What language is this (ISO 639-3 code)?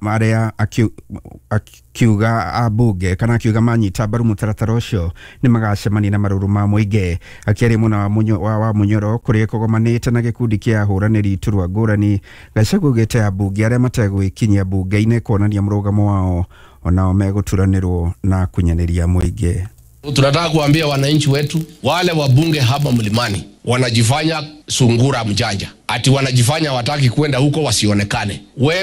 kik